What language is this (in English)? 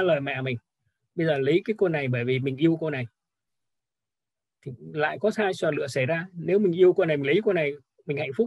Vietnamese